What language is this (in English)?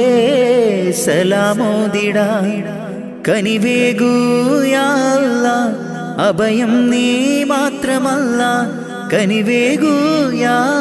Malayalam